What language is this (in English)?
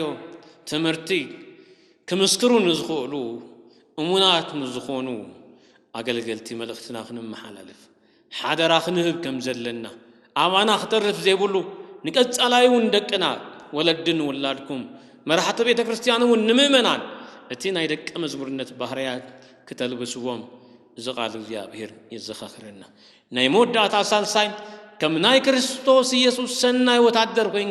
Tigrinya